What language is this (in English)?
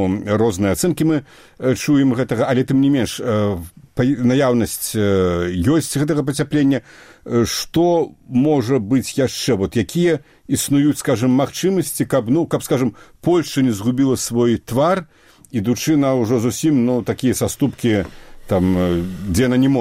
Belarusian